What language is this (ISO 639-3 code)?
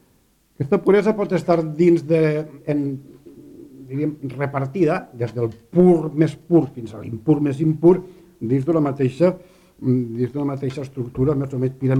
cat